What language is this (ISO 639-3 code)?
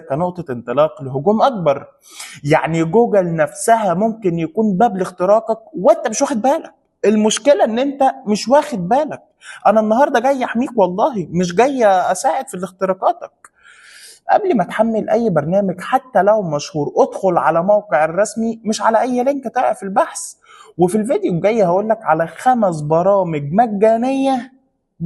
arz